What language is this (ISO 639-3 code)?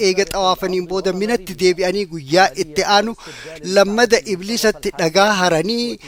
orm